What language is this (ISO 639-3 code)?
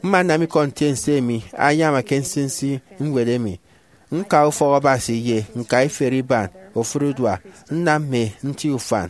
efi